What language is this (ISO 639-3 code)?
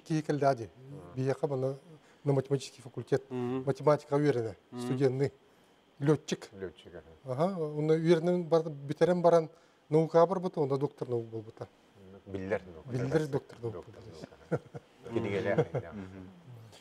sah